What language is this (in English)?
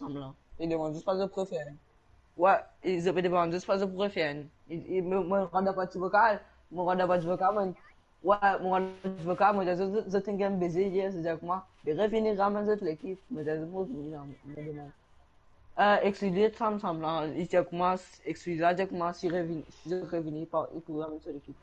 Morisyen